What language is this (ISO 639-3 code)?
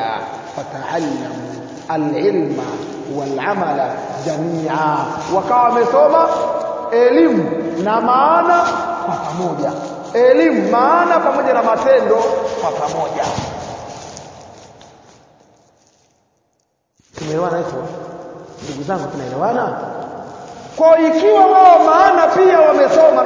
swa